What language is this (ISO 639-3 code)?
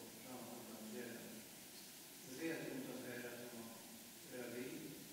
fao